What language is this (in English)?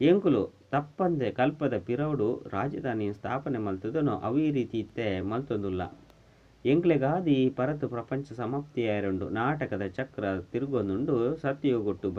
Tulu